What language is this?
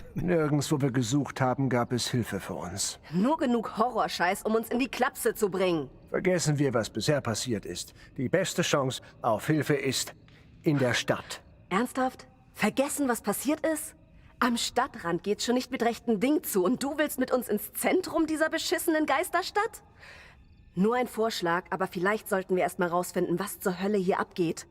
Bavarian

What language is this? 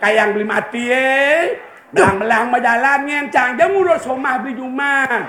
Balinese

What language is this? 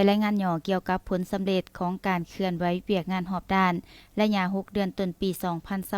Lao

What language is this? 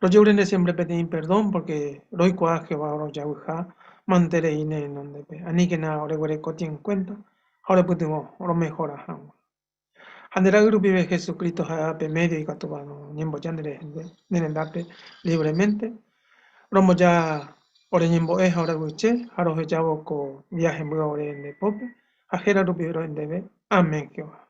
Guarani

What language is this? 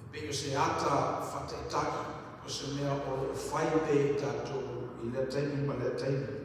Samoan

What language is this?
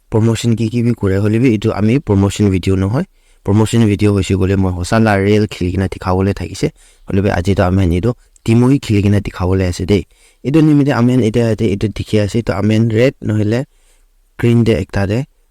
Naga Pidgin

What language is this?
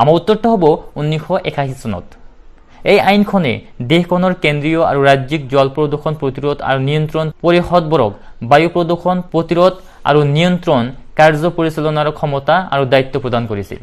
Assamese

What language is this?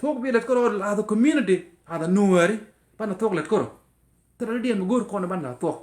Nuer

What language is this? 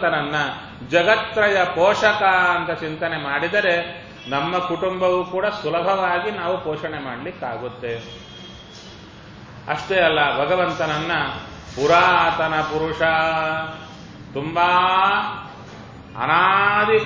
Kannada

